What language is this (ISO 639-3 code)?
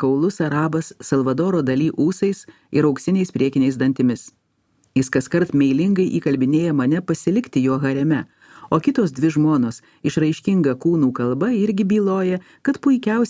lit